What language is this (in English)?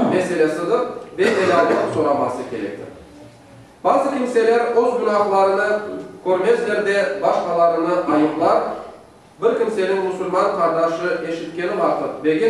Crimean Tatar